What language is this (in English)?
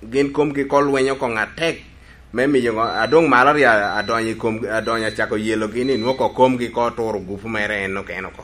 Lango (Uganda)